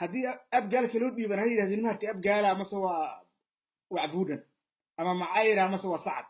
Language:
Somali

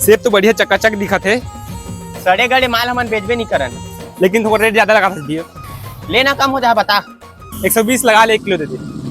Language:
Chhattisgarhi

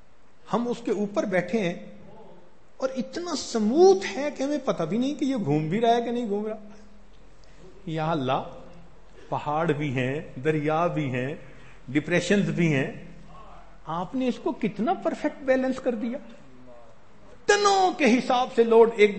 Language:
Urdu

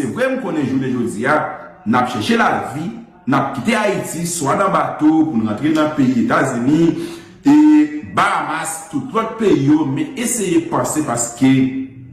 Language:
Haitian Creole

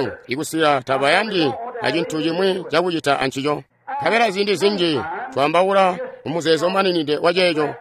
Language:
Tonga (Zambia)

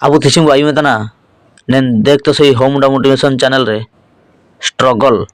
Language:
Ho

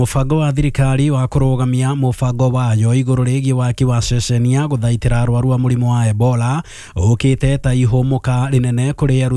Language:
Kikuyu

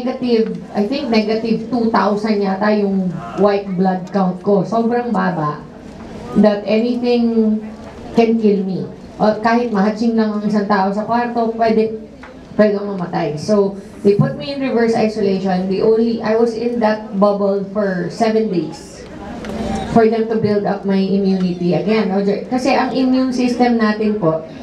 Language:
Filipino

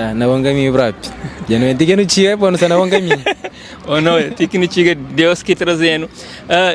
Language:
Kabuverdianu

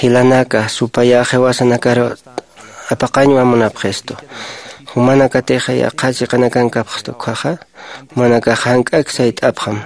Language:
Aymara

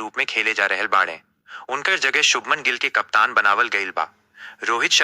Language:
Bhojpuri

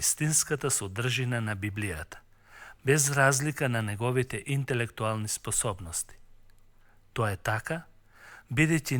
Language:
Macedonian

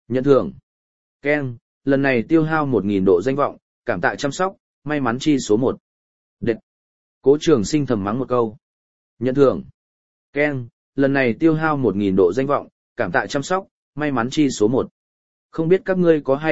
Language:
Vietnamese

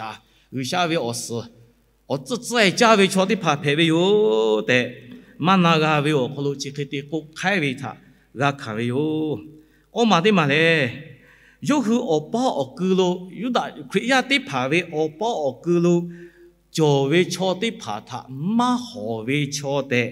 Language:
Lahu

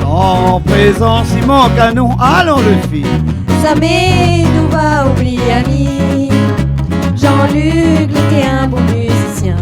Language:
Réunion Creole French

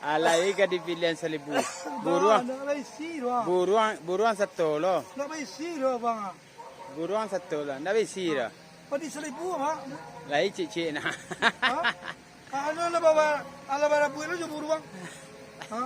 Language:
Minangkabau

